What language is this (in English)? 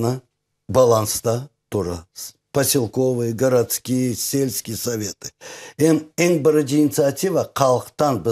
Crimean Tatar